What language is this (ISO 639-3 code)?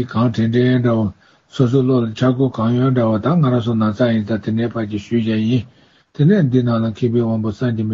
bod